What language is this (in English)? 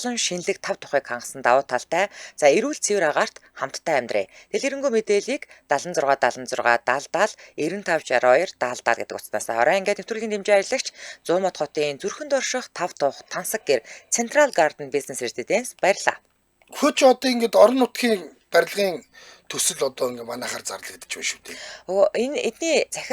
Mongolian